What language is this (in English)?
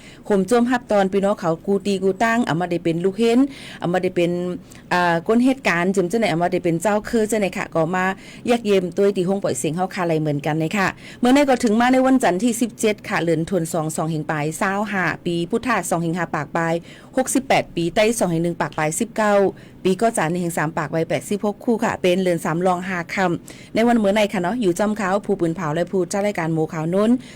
Shan